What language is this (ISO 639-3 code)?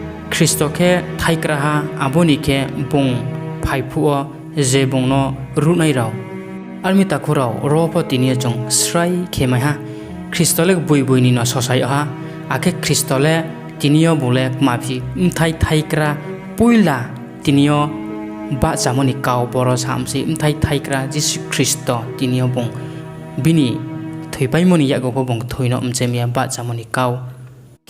ria